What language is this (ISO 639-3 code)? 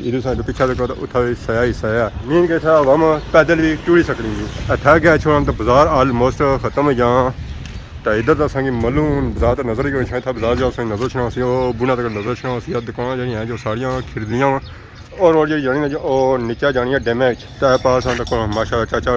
phr